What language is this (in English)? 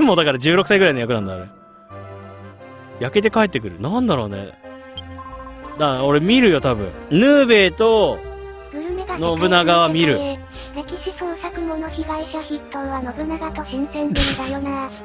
Japanese